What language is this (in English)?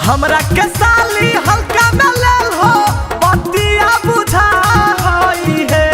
Magahi